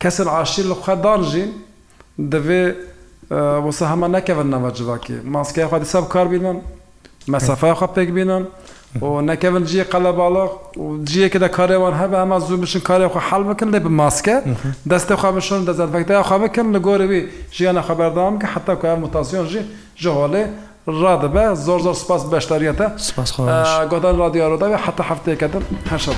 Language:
Kurdish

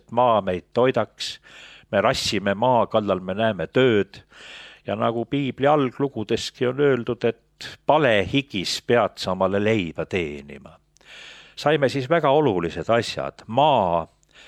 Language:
Estonian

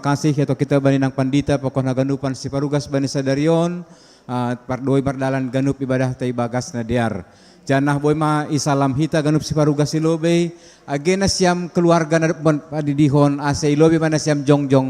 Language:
Batak Simalungun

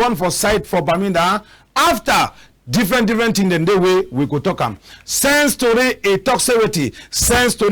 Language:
Cameroon Pidgin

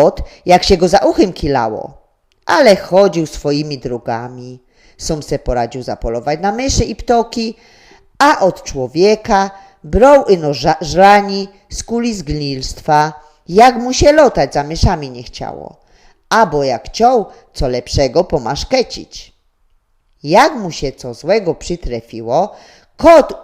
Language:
Silesian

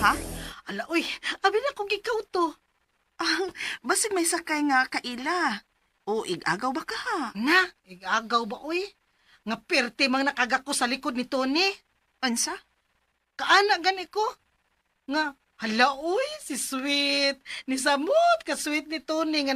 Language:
Cebuano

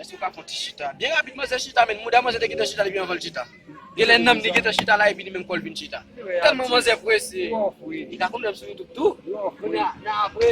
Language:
Haitian Creole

